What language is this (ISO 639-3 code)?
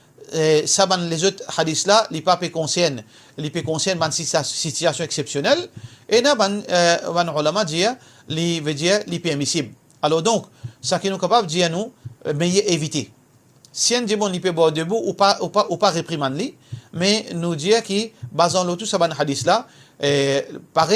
mfe